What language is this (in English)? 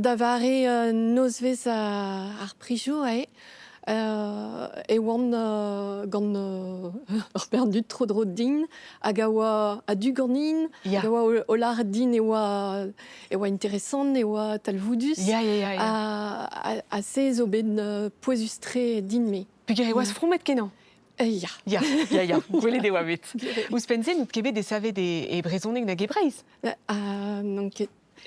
Breton